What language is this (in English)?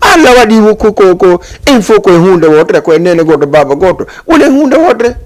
Fula